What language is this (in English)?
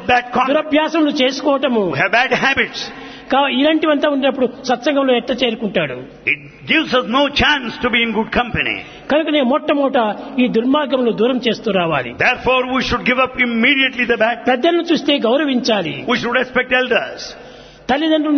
Telugu